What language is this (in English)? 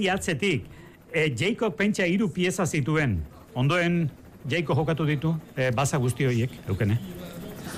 Basque